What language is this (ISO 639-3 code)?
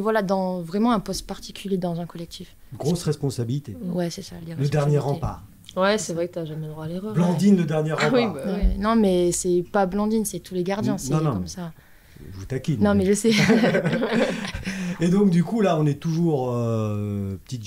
fra